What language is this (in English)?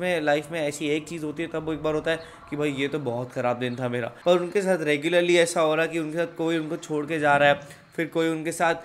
Hindi